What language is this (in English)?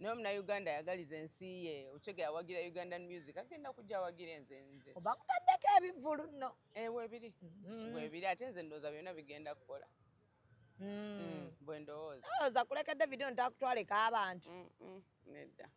Ganda